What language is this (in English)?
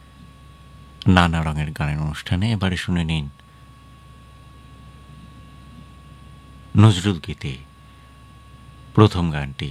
Bangla